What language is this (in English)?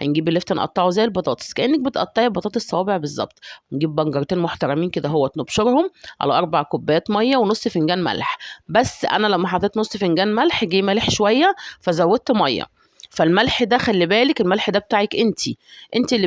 Egyptian Arabic